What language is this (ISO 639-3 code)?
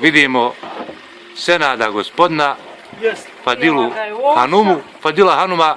bos